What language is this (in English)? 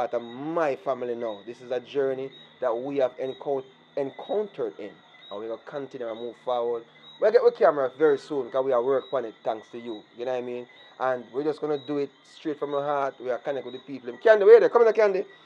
Jamaican Creole English